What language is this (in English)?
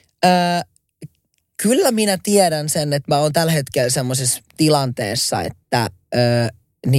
Finnish